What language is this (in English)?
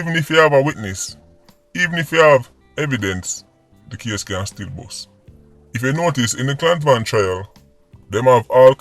Jamaican Creole English